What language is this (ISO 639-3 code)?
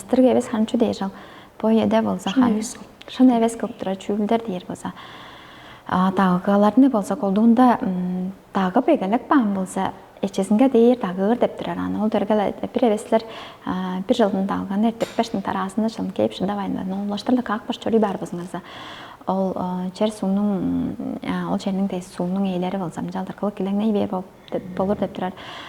tyv